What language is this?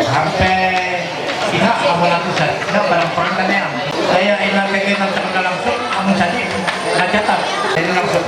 Ma'anyan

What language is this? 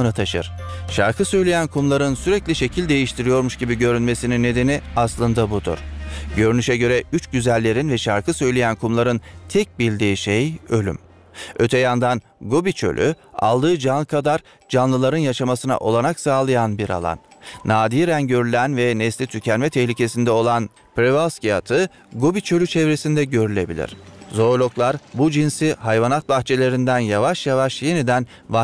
Turkish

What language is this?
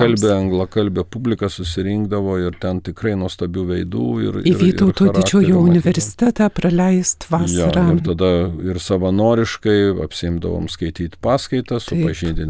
Lithuanian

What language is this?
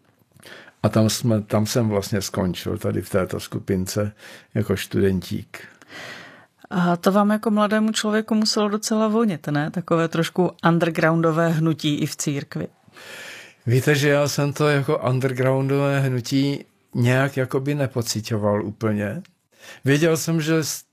Czech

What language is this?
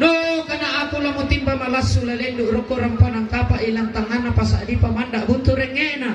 Toraja-Sa'dan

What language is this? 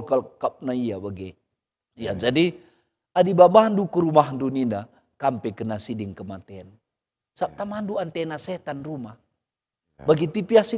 Batak Karo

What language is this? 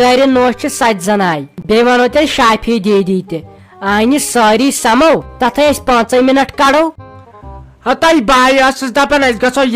Kashmiri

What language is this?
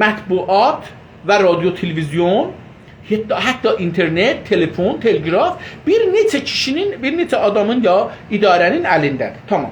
South Azerbaijani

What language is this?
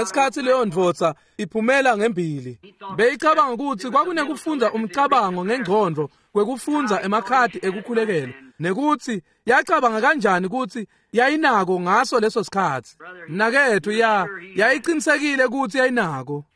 Swati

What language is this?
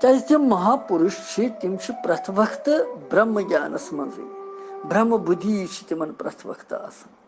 Kashmiri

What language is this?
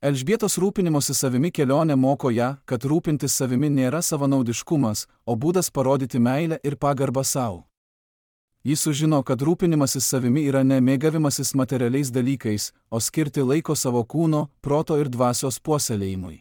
Lithuanian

